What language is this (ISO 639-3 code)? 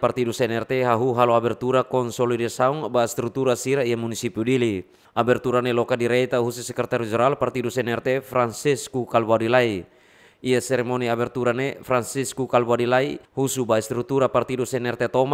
tet